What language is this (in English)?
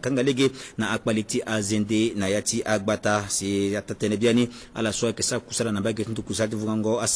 Sango